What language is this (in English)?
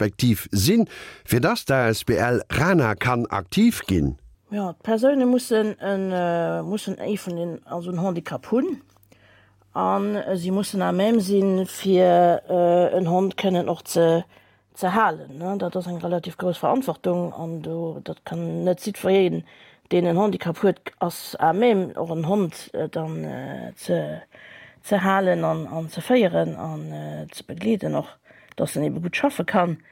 Luxembourgish